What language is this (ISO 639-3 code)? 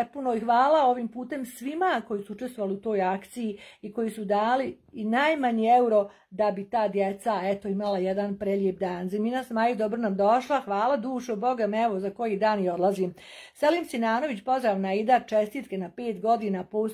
bos